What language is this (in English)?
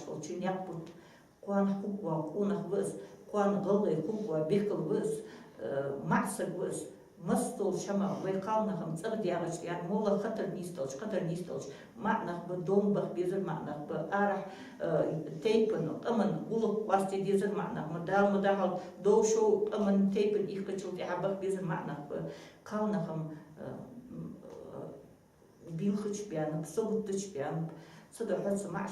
Ingush